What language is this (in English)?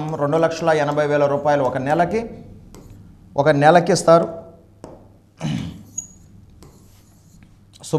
Telugu